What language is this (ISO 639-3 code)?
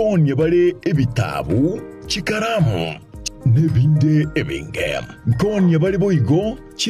guz